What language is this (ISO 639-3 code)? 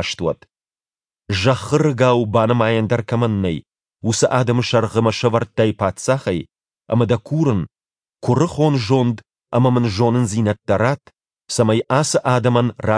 oss